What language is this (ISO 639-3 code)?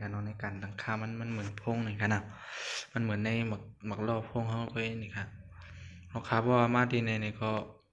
shn